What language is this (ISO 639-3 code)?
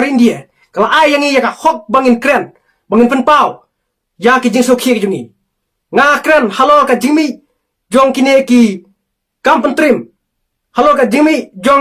kha